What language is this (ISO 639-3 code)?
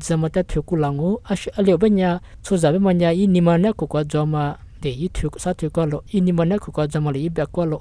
lis